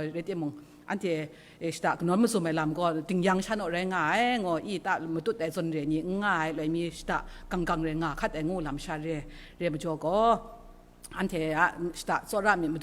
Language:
Kachin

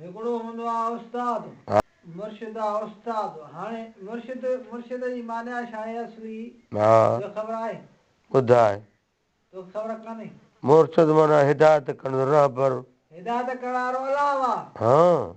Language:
Sindhi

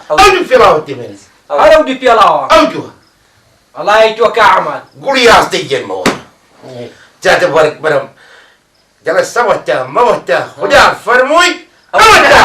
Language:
Kurdish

